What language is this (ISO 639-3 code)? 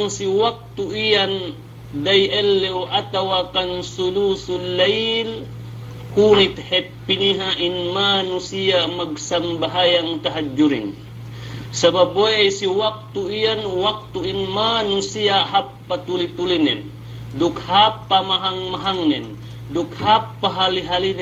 yka